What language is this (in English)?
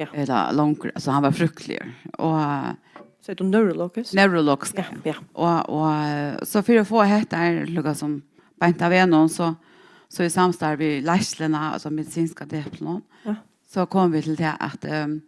Faroese